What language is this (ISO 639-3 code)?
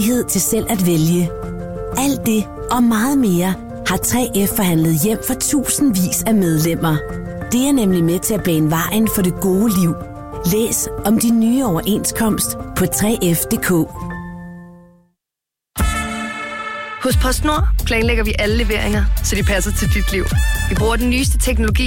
dan